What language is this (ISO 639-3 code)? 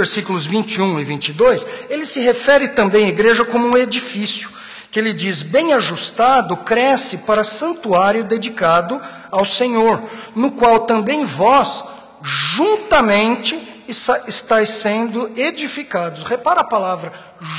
por